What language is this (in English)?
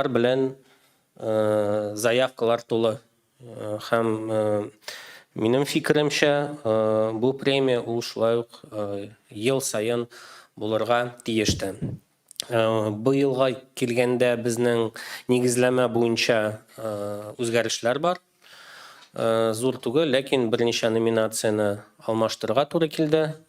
Tatar